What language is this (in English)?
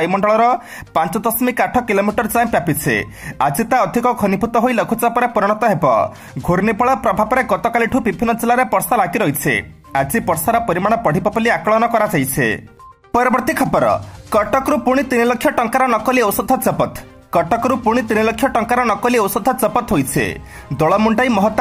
Odia